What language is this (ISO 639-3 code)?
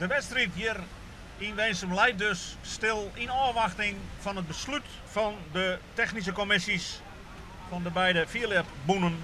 fry